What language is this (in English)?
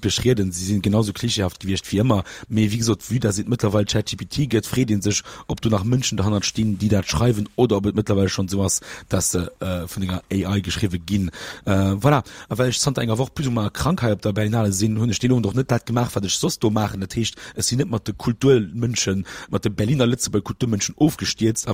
Luxembourgish